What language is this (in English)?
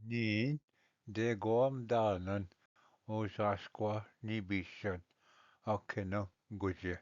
Ojibwa